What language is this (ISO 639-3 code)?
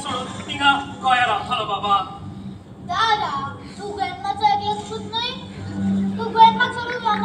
kok